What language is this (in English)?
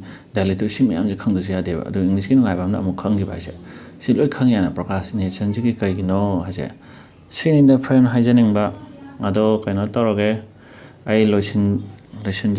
Manipuri